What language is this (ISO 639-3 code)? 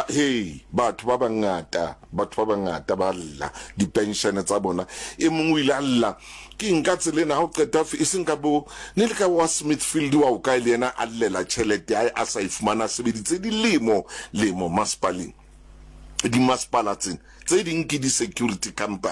sot